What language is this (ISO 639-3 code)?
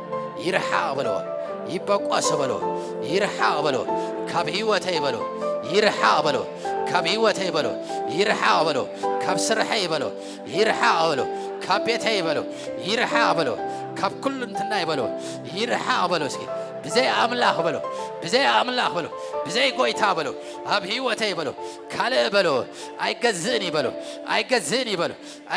tir